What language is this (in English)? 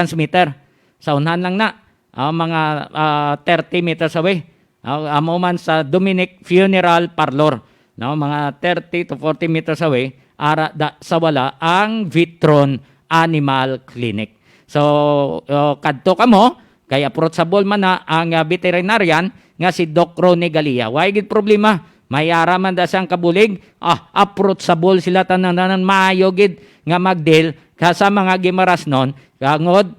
Hiligaynon